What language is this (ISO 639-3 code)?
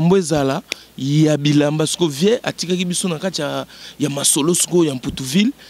lin